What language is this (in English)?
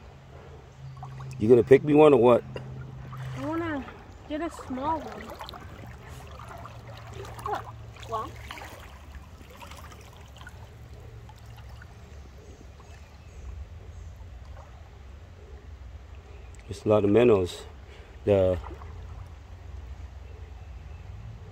English